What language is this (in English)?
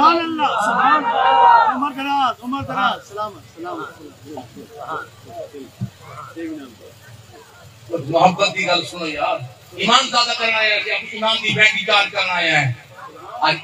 Saraiki